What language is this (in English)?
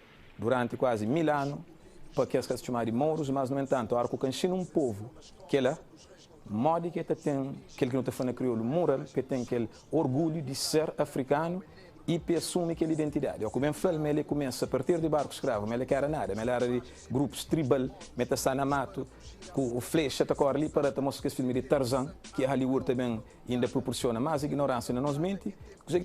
Kabuverdianu